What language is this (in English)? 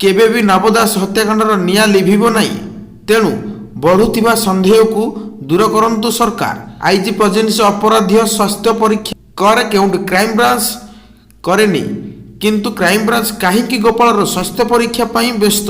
Odia